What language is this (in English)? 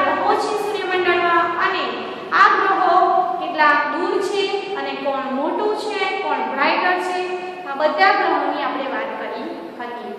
Gujarati